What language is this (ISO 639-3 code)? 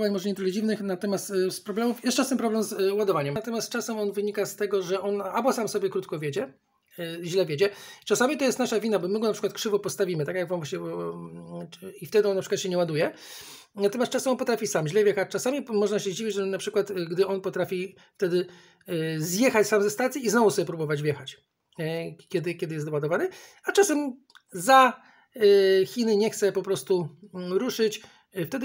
pol